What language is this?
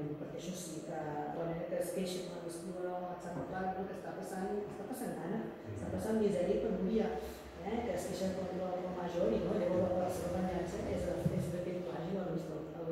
Catalan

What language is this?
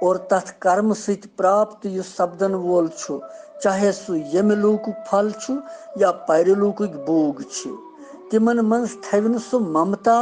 Kashmiri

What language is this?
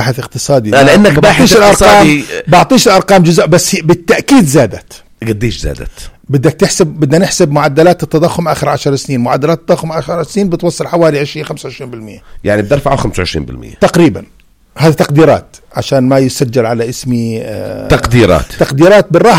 North Levantine Arabic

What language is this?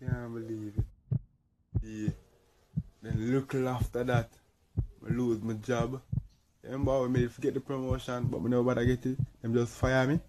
Jamaican Creole English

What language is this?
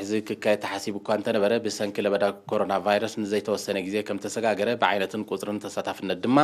Tigrinya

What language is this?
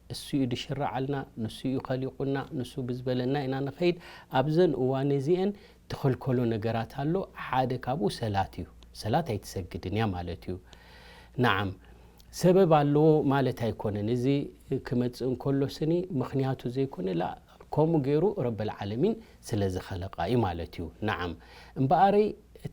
Tigrinya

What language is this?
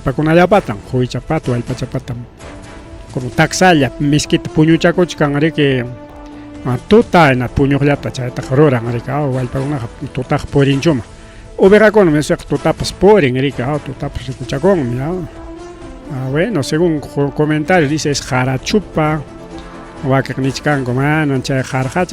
Ayacucho Quechua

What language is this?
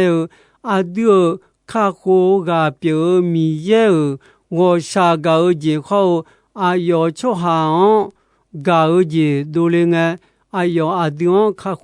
Akha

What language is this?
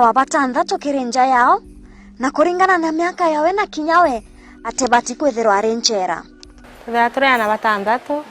Meru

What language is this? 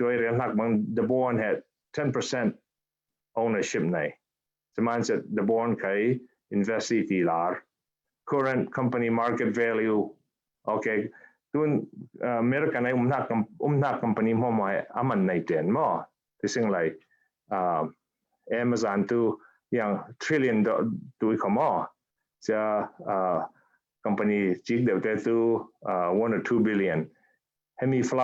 Falam Chin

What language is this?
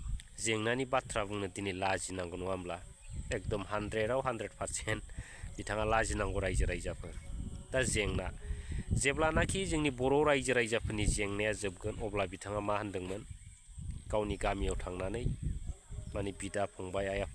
Bodo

